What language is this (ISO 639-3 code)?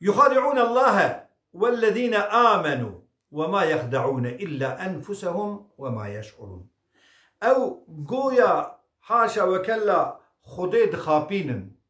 kur